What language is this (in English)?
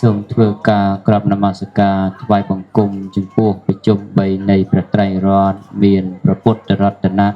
Khmer